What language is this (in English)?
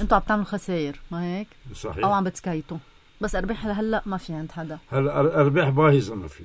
North Levantine Arabic